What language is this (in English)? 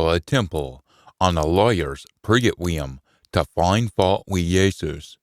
Scots